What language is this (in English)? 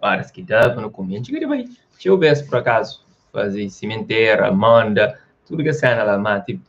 Kabuverdianu